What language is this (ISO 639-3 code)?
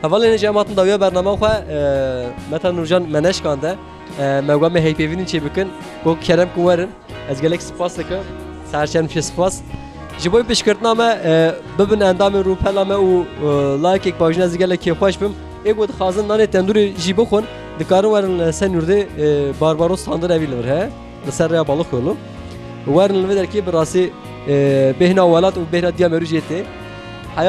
kur